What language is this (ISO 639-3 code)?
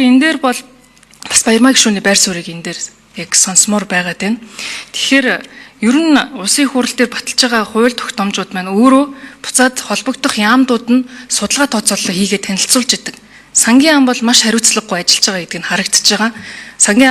mon